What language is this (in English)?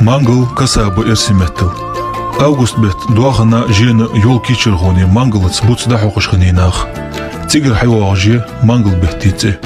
Ingush